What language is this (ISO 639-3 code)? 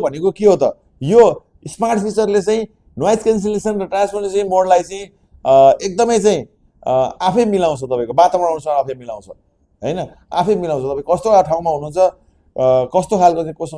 nep